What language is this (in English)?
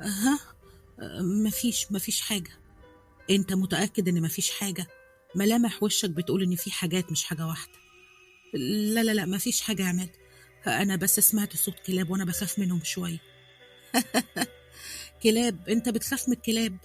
Egyptian Arabic